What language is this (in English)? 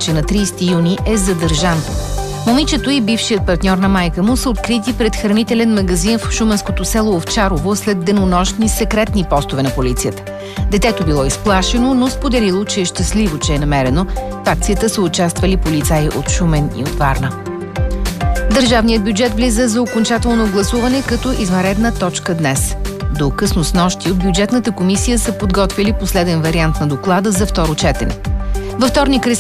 Bulgarian